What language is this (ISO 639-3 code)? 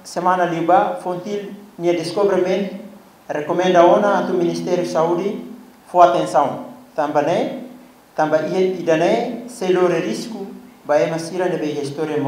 tet